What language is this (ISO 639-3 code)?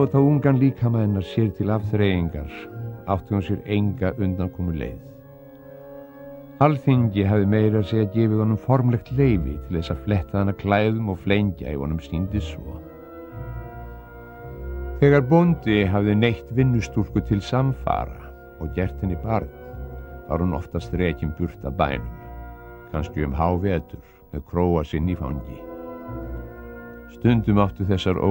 isl